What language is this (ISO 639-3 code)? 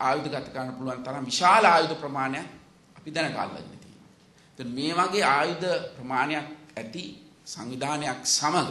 sin